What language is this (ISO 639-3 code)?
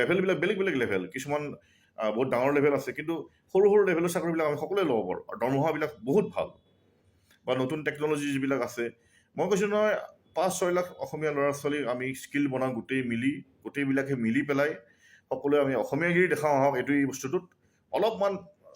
asm